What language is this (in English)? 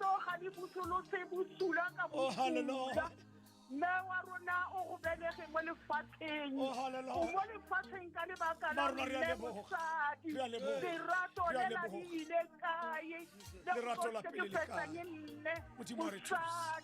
Tswana